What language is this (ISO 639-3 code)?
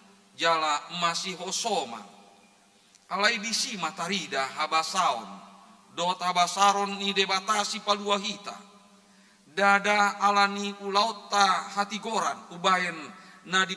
bbc